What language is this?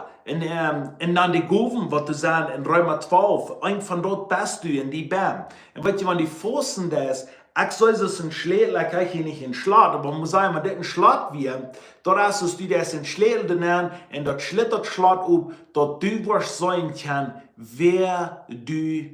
Plautdietsch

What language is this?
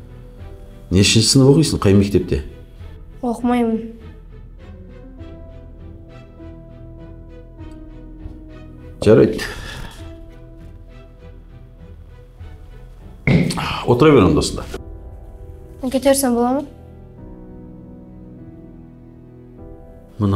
Kazakh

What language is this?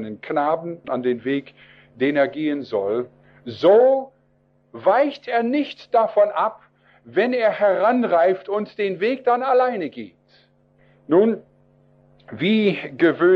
German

